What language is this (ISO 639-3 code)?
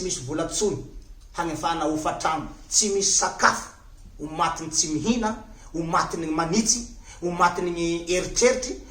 mlg